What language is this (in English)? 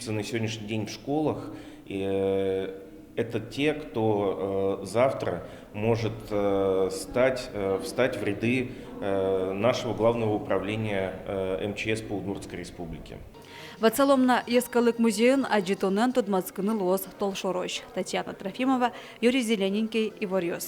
Udmurt